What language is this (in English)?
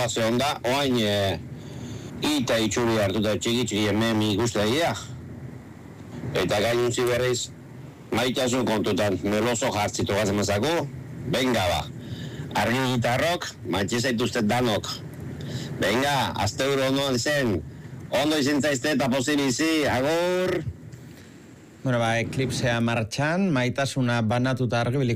Basque